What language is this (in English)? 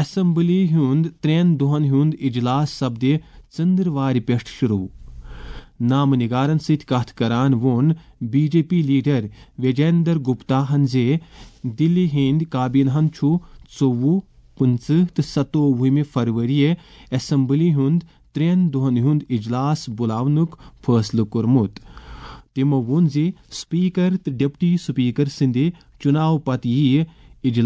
Kashmiri